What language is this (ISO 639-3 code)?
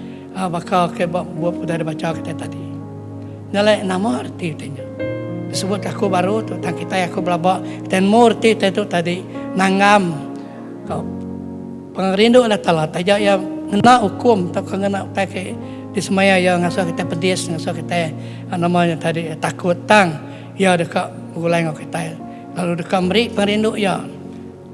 iba